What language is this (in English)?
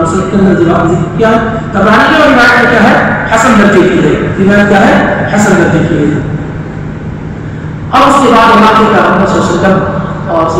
Urdu